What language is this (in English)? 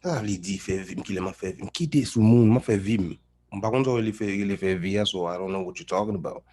Haitian Creole